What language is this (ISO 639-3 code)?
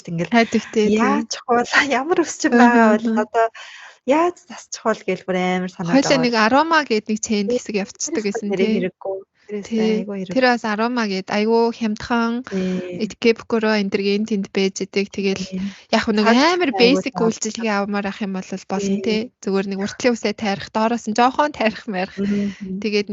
mon